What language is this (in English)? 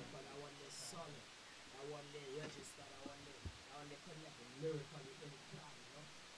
Jamaican Creole English